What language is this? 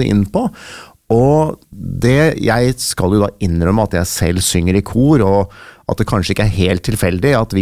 Norwegian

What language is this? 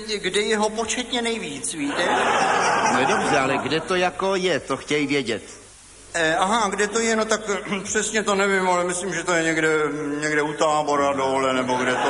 Czech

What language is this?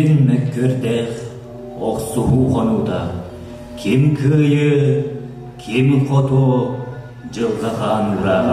Yakut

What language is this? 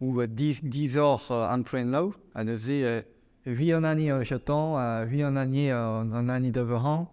Breton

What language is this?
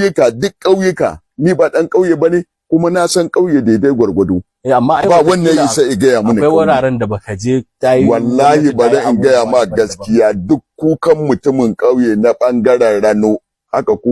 Hausa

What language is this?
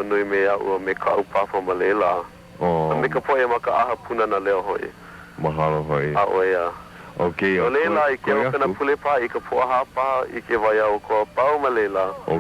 Hawaiian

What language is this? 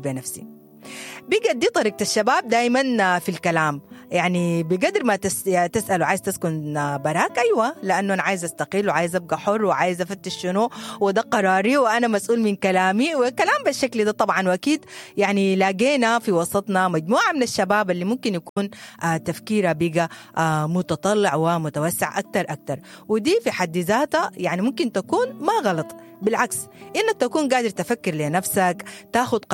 Sudanese Arabic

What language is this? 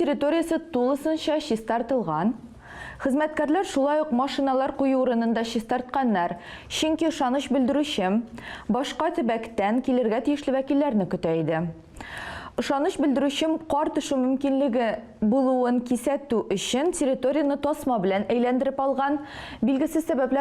Tatar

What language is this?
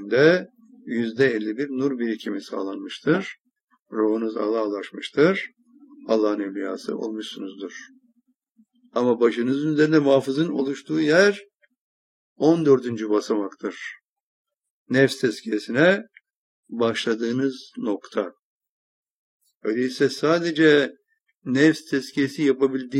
Turkish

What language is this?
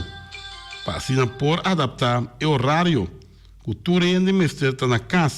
Papiamento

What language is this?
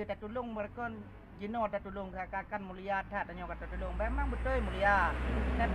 Achinese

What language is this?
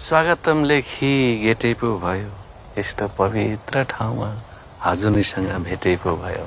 Nepali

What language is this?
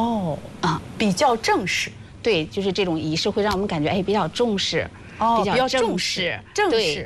Chinese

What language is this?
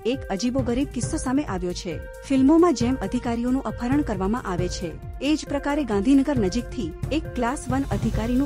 Gujarati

